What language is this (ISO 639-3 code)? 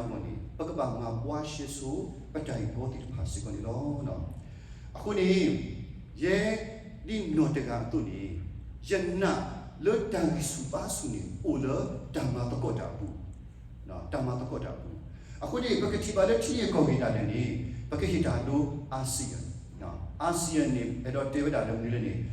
ksw